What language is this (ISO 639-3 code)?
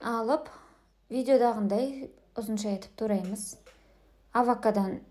kaz